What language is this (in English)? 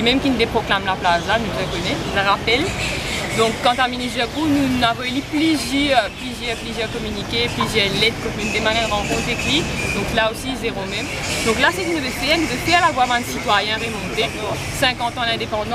Morisyen